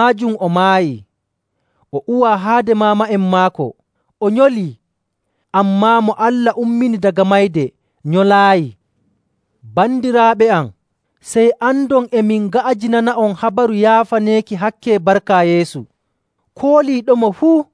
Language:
Nigerian Fulfulde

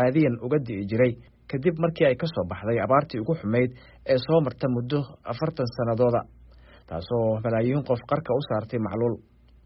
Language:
Somali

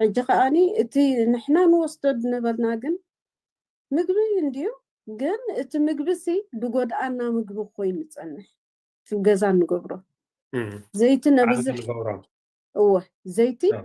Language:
Tigrinya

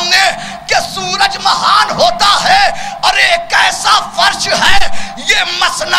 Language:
Urdu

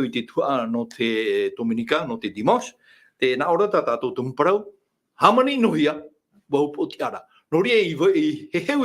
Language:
Tahitian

